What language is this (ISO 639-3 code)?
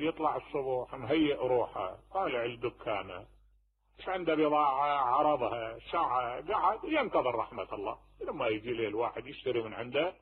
acm